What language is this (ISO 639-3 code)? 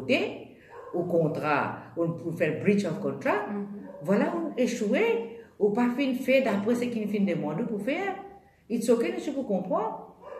mfe